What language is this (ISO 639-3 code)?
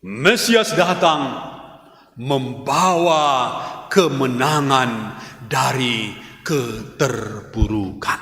btx